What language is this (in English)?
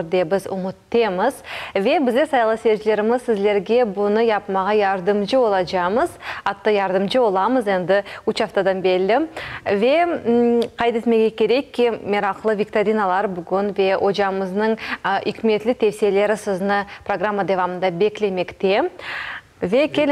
Crimean Tatar